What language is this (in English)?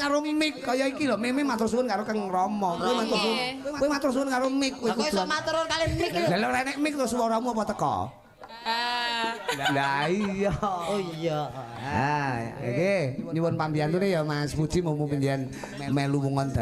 Javanese